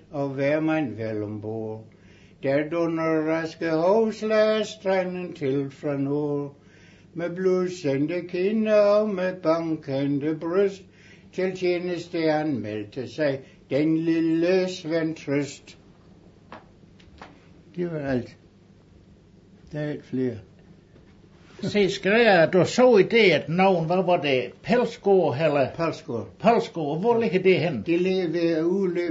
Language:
Danish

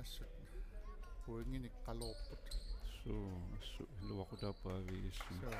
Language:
Kalaallisut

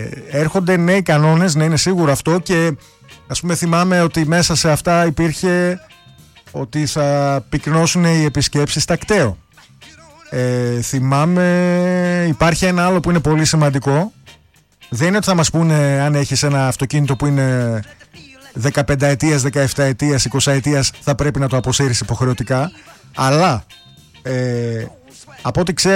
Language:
Greek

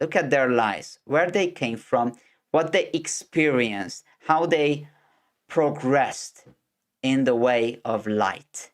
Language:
English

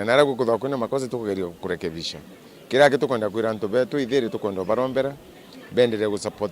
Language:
Meru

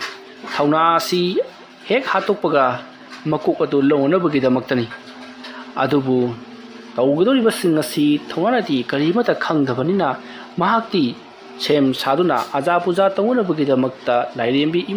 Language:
Manipuri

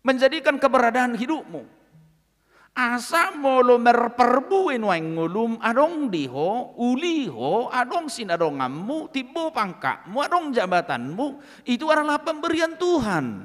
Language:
Batak Toba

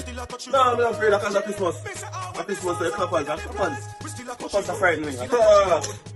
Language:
Jamaican Creole English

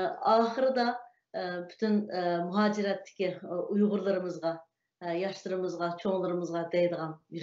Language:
Uyghur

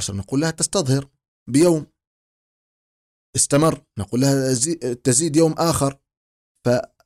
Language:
Arabic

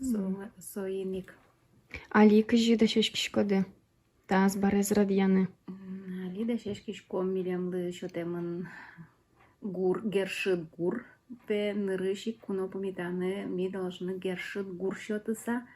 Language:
Udmurt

